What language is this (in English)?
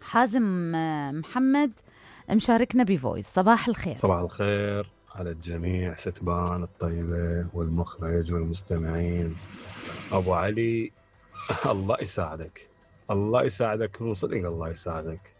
Mesopotamian Arabic